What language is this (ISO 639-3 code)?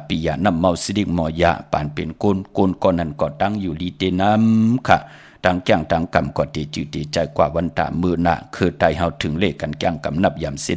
shn